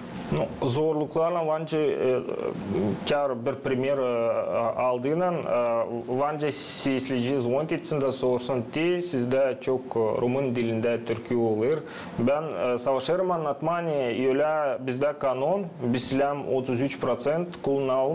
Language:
Gagauz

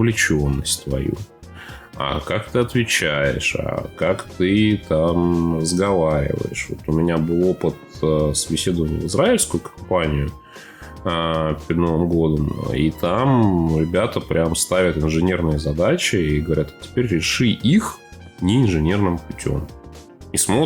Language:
Russian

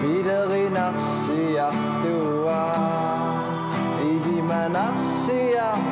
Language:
Kalaallisut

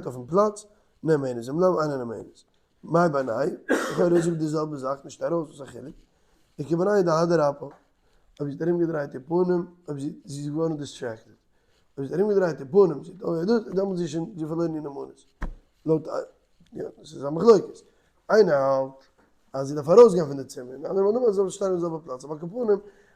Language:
Yiddish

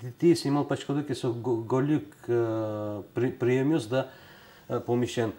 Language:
Udmurt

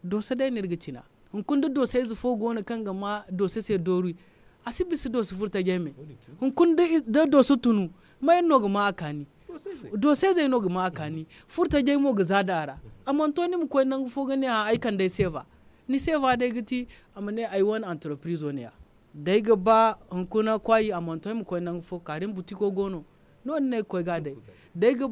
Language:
Zarma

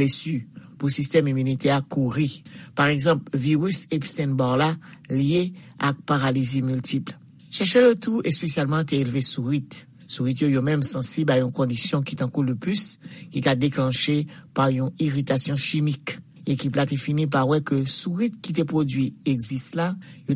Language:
Haitian Creole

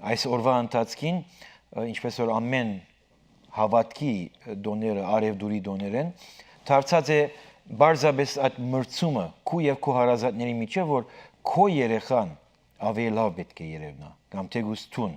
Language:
Western Armenian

